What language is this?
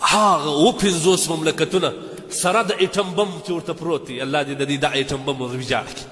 Pashto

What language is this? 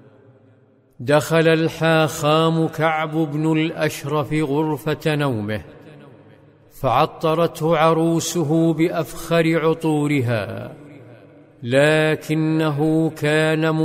Arabic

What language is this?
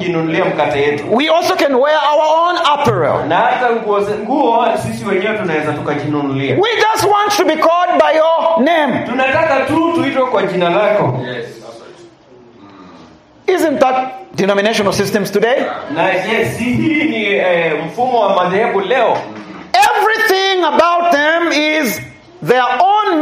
Swahili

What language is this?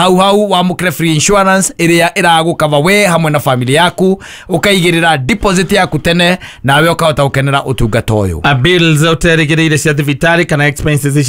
Kikuyu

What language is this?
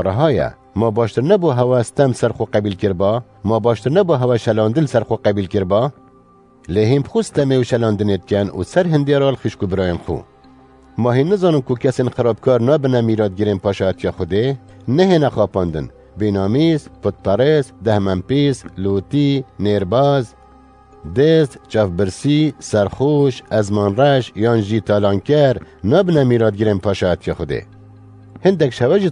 Kurdish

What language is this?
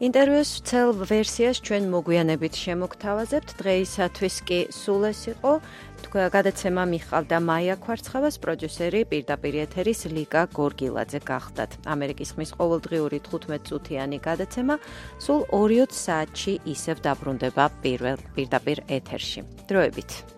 Georgian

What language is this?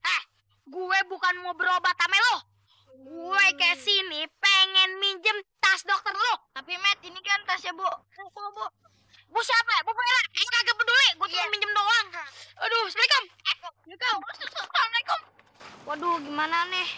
Betawi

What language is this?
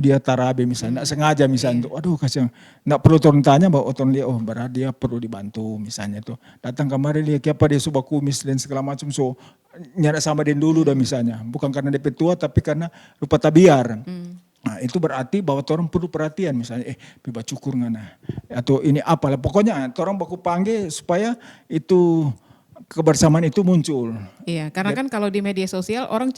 Manado Malay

